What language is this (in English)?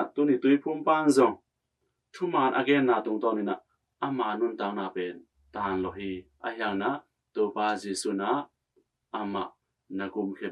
Tedim Chin